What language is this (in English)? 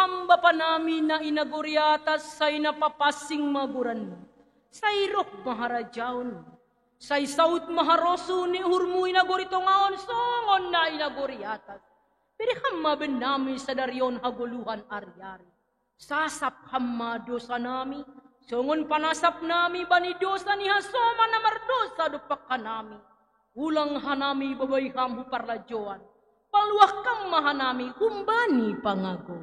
Batak Simalungun